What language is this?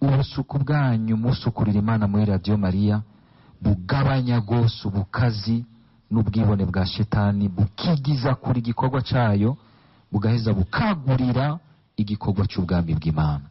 Rundi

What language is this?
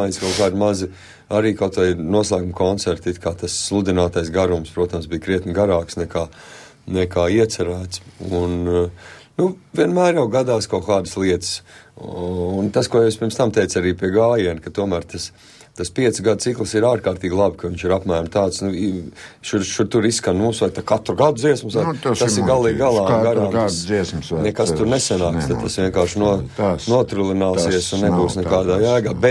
Latvian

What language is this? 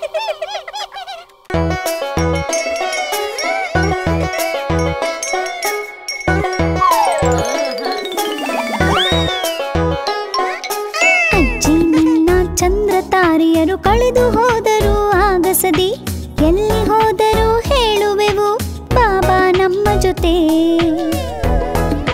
Kannada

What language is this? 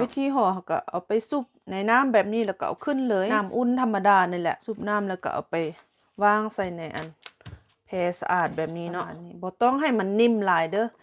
Lao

